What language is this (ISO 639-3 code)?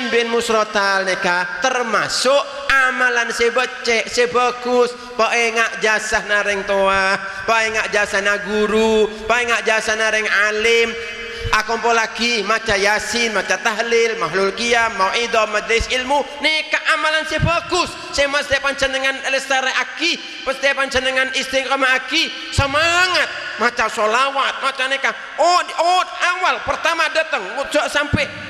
mad